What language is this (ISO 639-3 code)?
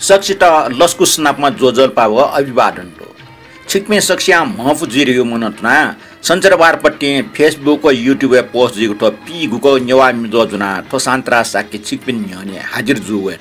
new